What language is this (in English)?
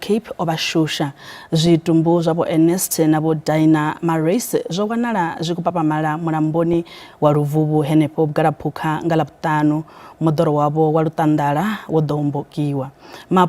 Venda